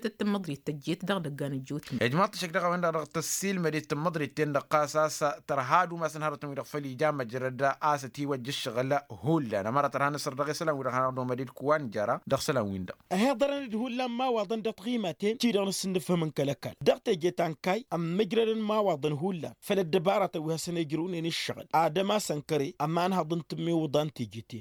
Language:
Tamasheq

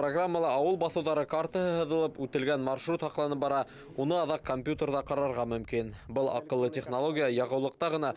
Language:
Bashkir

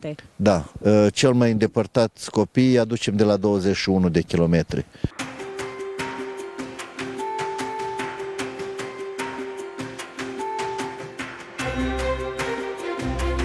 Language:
Romanian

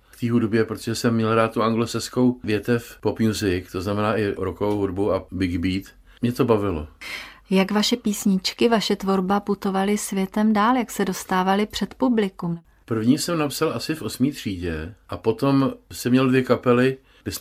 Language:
Czech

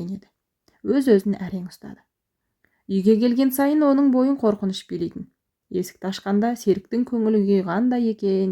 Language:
Kazakh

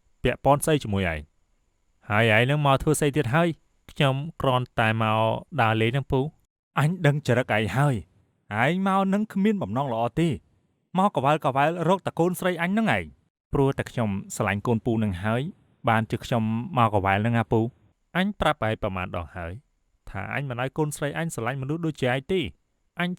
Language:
Khmer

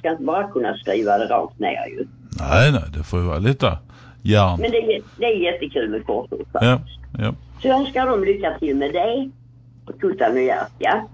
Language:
Swedish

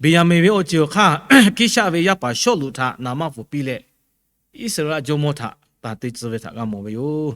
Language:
Lahu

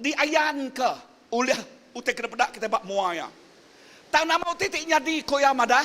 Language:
Iban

